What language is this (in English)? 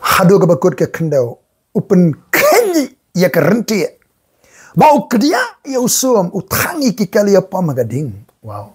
Khasi